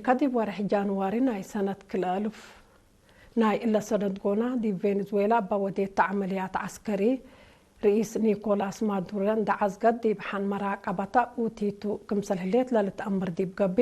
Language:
Tigre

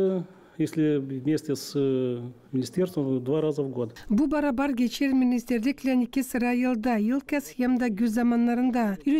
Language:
Gagauz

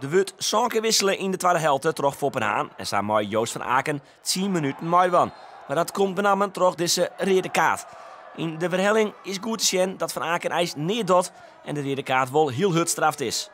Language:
Western Frisian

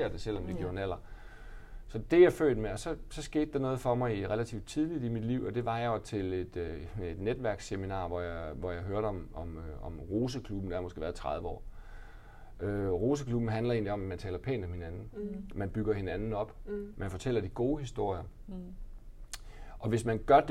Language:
Danish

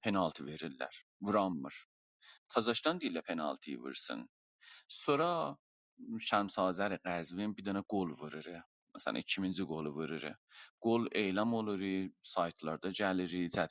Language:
South Azerbaijani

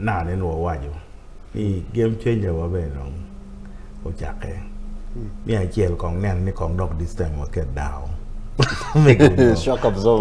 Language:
Acoli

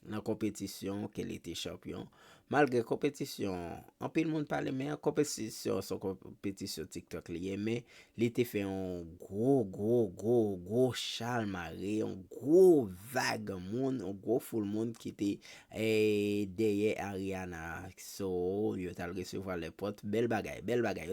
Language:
Haitian Creole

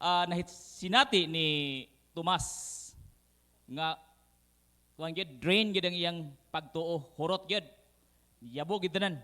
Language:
Cebuano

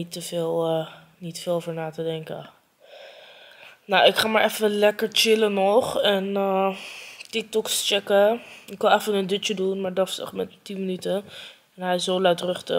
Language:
Dutch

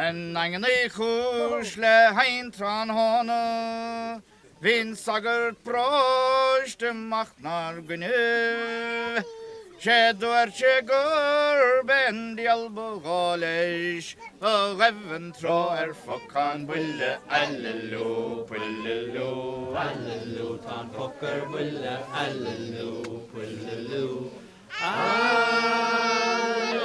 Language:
Irish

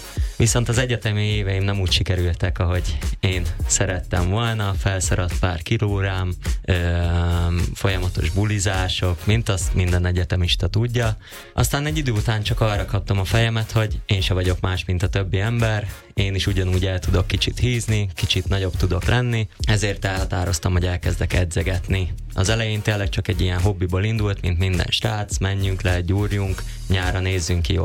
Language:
Hungarian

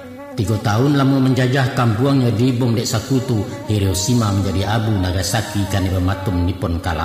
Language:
Minangkabau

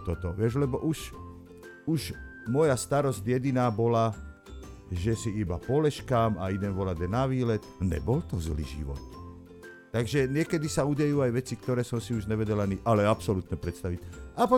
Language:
Slovak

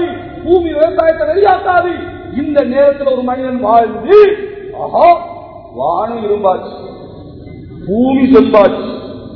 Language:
Tamil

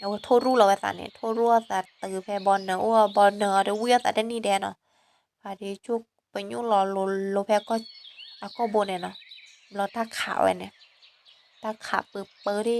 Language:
S'gaw Karen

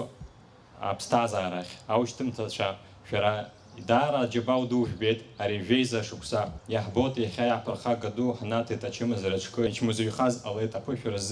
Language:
Abkhazian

